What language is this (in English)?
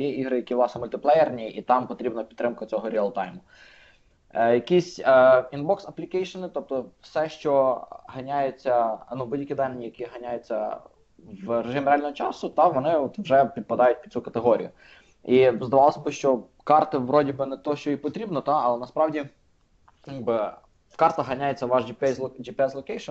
Ukrainian